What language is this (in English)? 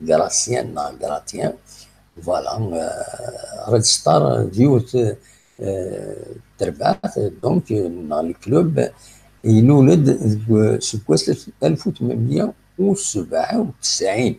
Kabyle